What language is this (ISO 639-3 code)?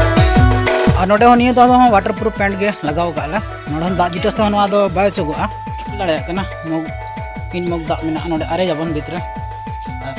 sat